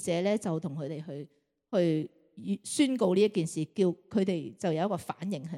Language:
Cantonese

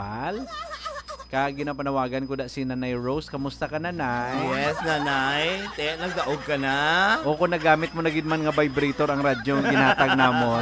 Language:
Hiligaynon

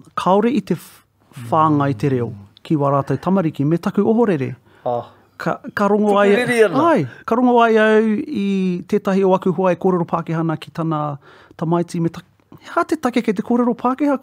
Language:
Māori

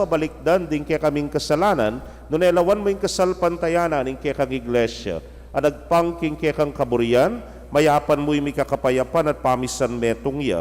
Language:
Pampanga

